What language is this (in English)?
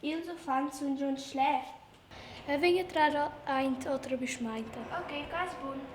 Romansh